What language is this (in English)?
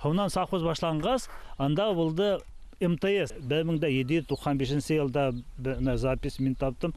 Bashkir